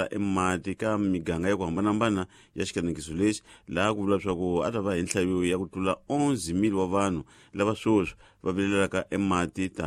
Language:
Tsonga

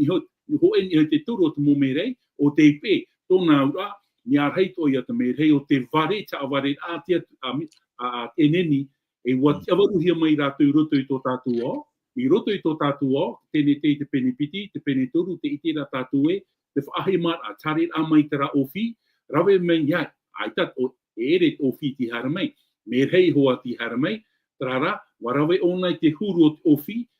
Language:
Tahitian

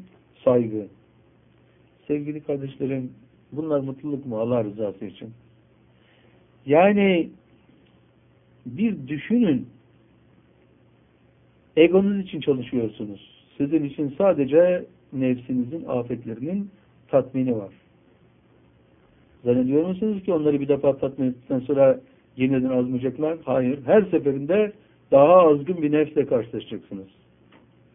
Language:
Turkish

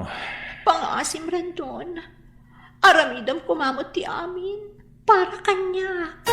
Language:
Iloko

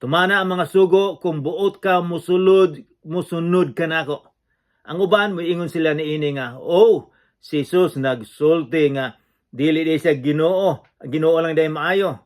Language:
Cebuano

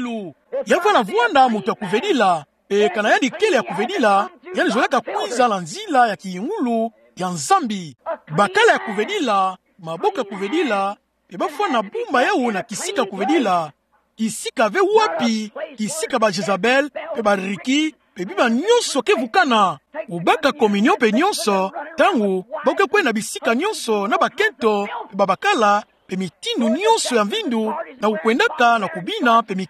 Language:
Kituba (Democratic Republic of Congo)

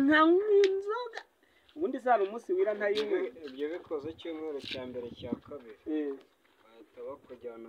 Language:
Kinyarwanda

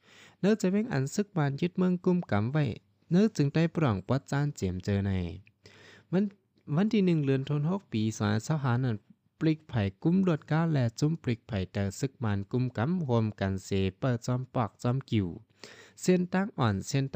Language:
Shan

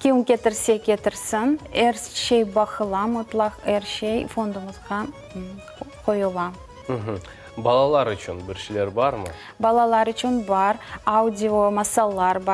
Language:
Crimean Tatar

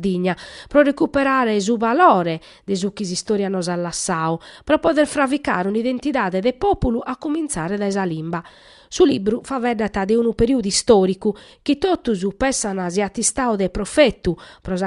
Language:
Sardinian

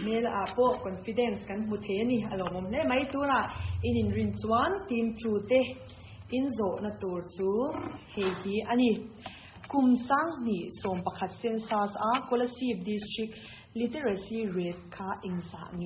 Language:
Mizo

